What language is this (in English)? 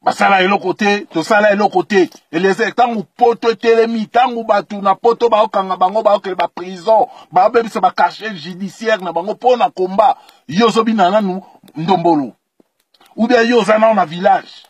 Lingala